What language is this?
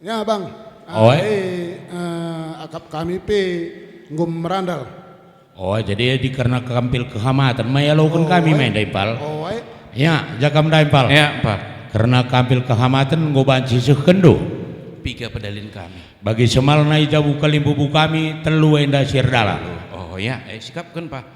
Batak Karo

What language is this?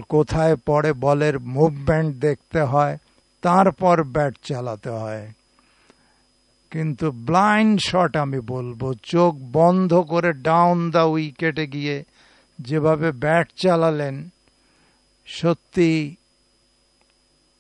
Bangla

